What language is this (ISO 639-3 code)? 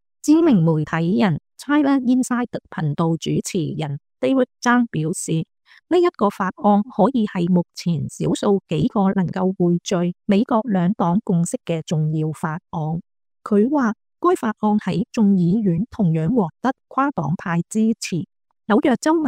yue